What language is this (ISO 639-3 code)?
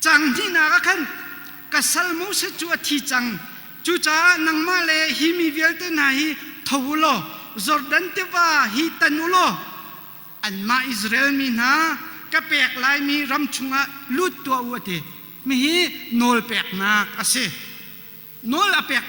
cnh